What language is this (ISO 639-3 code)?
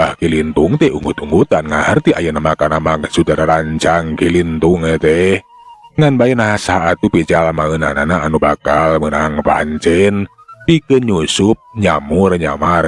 sun